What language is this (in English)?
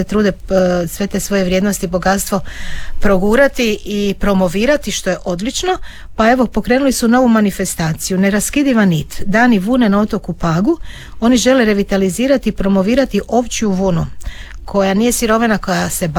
Croatian